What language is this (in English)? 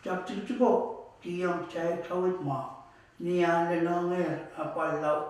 Pohnpeian